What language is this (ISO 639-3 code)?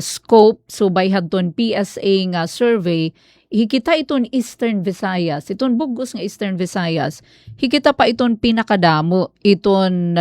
war